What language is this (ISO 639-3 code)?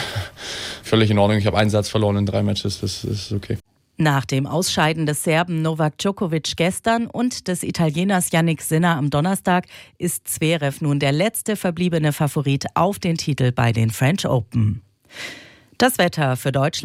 deu